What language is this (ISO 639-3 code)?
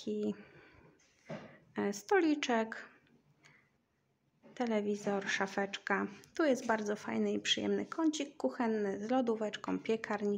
pol